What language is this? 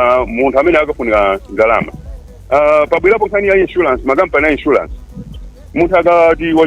Nyanja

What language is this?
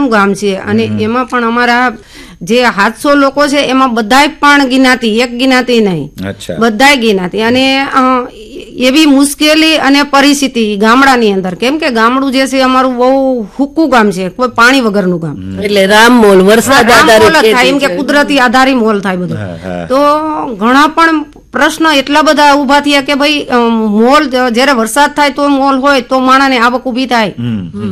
Gujarati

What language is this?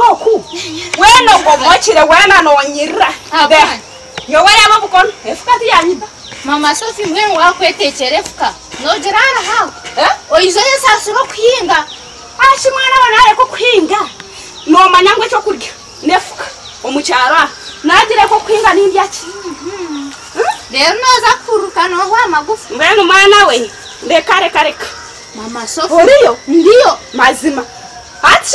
Nyankole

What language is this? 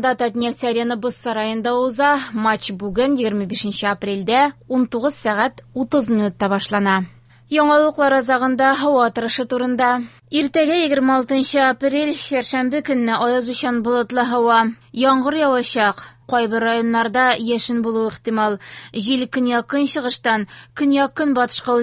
Tatar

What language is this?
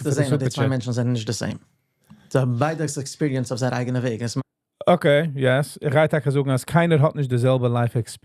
Yiddish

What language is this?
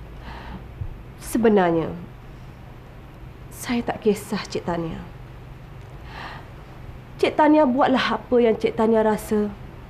Malay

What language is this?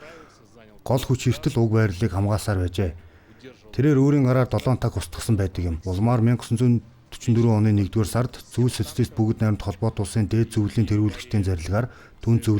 Mongolian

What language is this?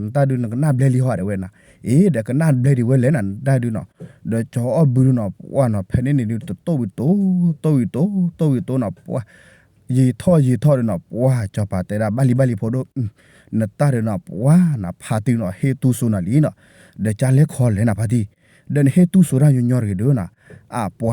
S'gaw Karen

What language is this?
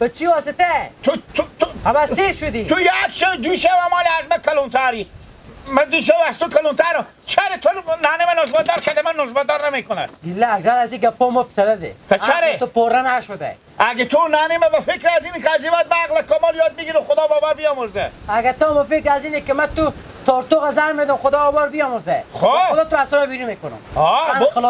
Hazaragi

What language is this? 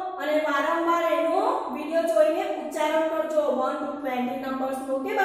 Gujarati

